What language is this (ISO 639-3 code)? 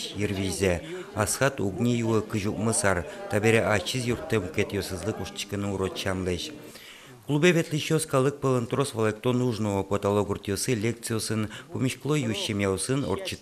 udm